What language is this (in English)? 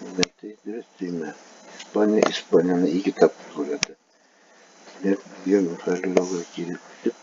Bashkir